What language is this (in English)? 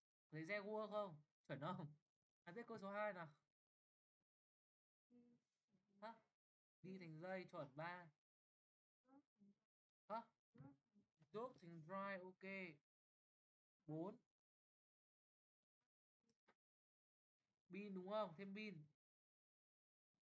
Vietnamese